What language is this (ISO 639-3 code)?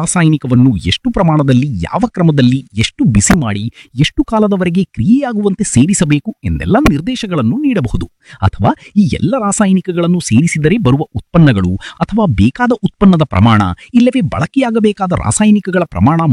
kan